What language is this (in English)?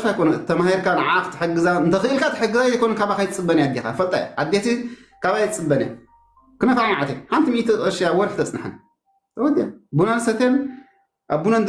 Tigrinya